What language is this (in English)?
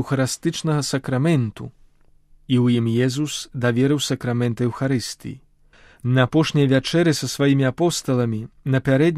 Belarusian